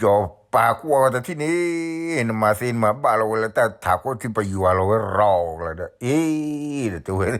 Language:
S'gaw Karen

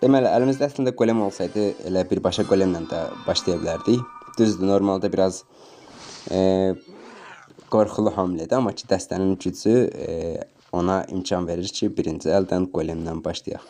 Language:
Azerbaijani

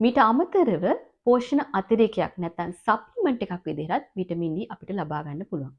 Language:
Sinhala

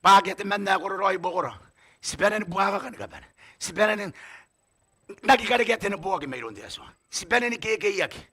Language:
Gilbertese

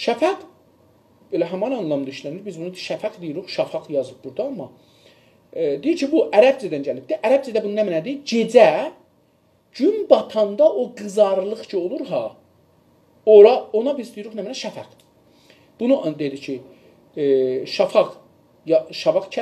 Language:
South Azerbaijani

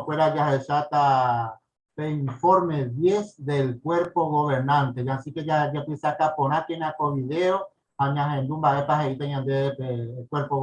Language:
Guarani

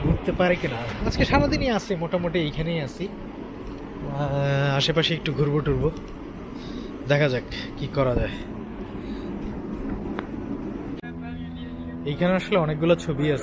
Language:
Bangla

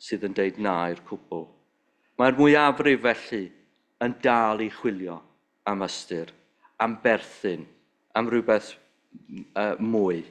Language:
Welsh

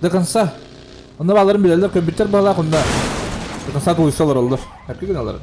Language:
Yakut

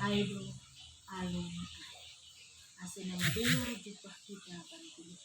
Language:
Batak Simalungun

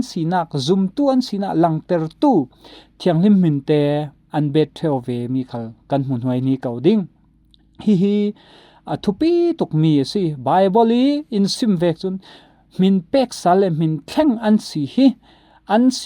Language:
Falam Chin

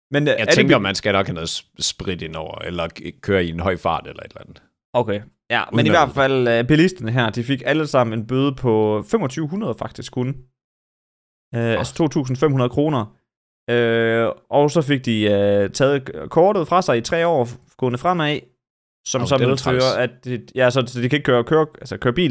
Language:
Danish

